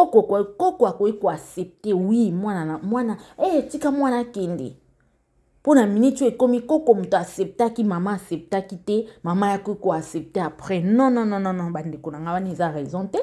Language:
Lingala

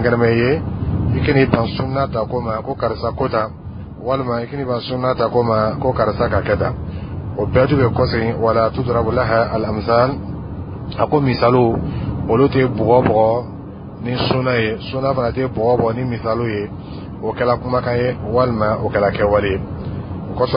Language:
Dyula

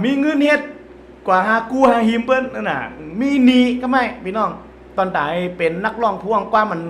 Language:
Shan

